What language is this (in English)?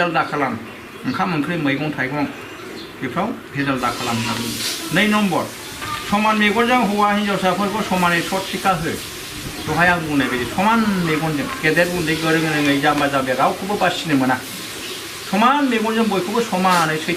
Bodo